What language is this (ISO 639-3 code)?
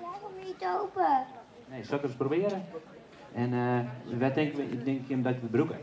fry